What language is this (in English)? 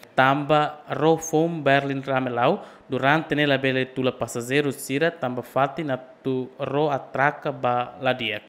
Tetum